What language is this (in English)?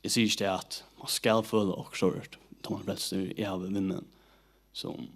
Faroese